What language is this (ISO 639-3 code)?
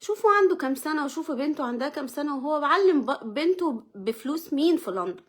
arz